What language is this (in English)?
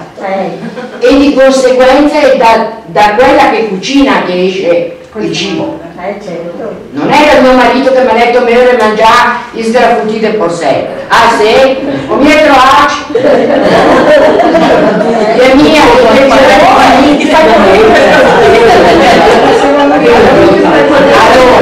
Italian